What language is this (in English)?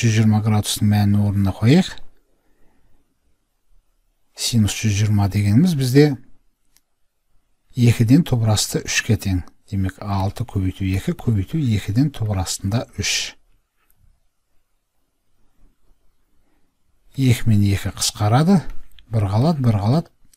Kazakh